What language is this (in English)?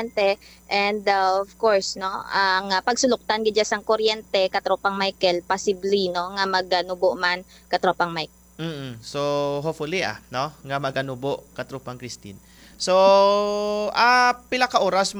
Hiligaynon